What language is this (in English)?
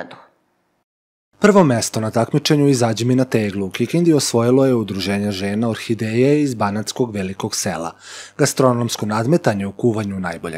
Serbian